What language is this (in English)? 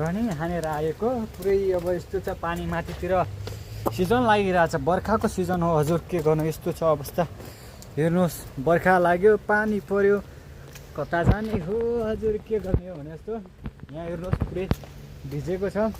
Nepali